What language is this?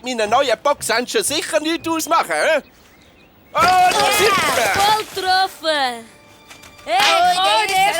Swiss German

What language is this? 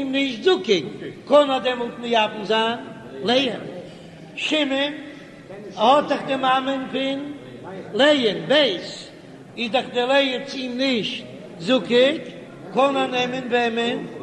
Yiddish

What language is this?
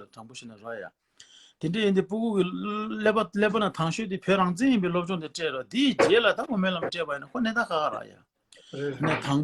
Tibetan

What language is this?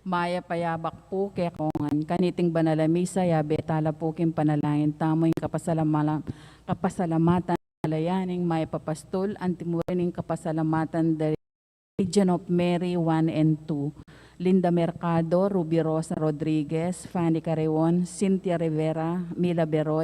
Pampanga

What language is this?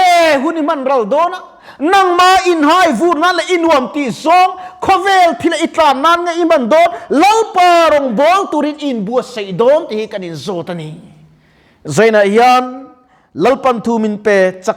Mizo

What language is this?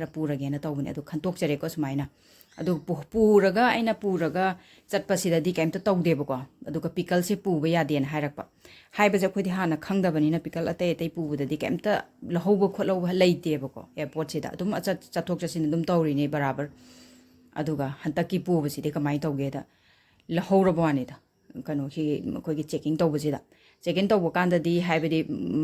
Manipuri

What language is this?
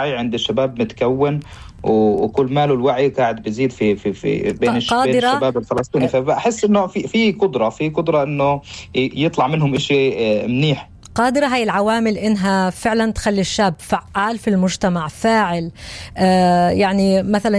North Levantine Arabic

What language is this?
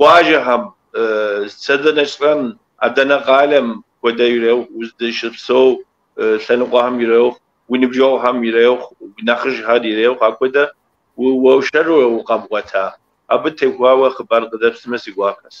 Kabardian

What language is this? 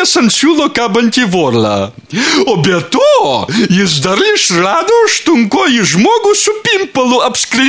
Lithuanian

